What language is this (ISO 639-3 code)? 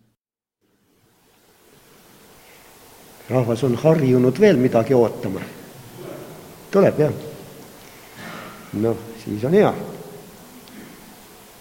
est